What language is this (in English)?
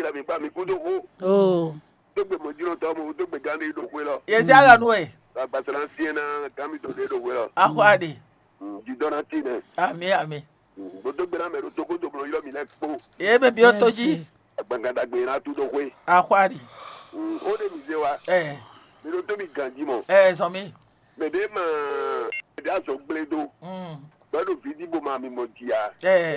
Fon